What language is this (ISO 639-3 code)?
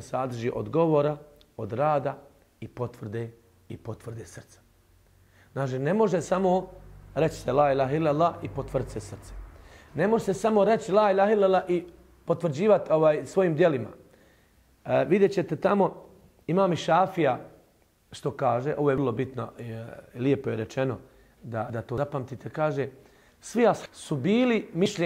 bos